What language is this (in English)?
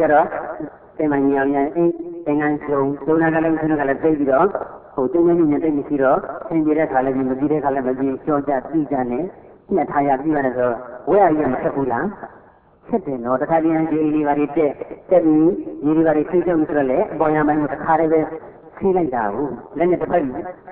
Burmese